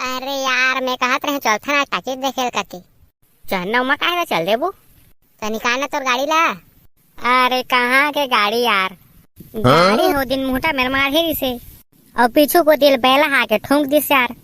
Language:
Chhattisgarhi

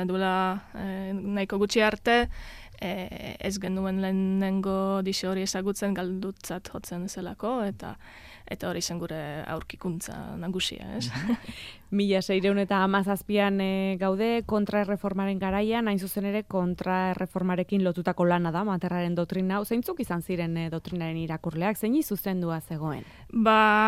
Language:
Basque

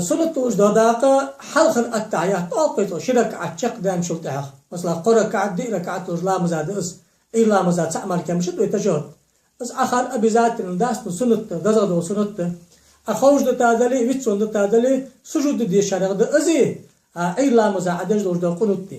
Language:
Ingush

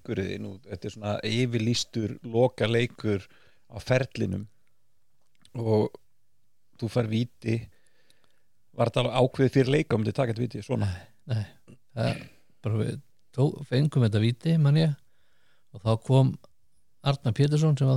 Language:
Icelandic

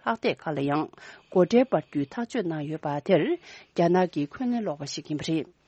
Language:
Tibetan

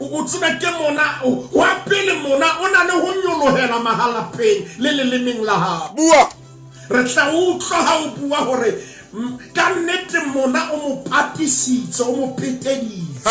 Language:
Southern Sotho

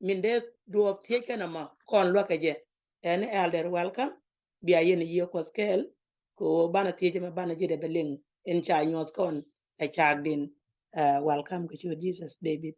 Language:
Nuer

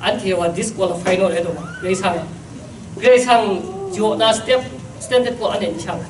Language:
Kachin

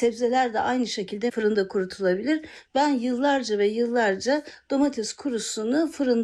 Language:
Turkish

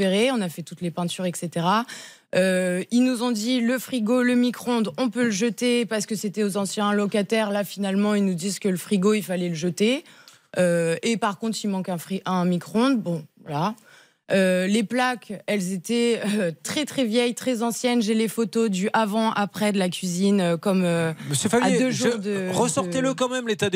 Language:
French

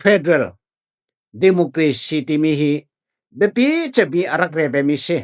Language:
Falam Chin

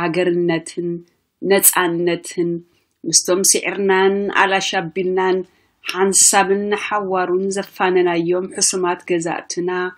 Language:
Tigrinya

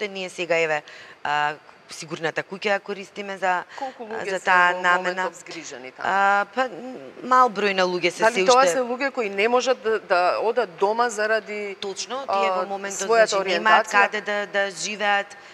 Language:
Macedonian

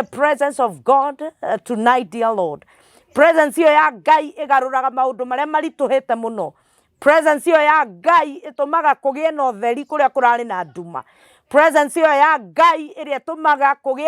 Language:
Kikuyu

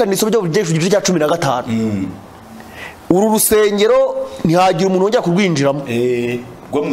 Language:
Kinyarwanda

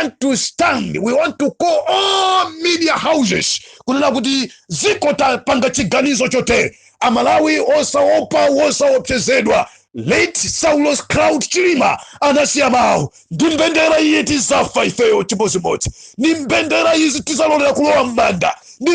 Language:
Nyanja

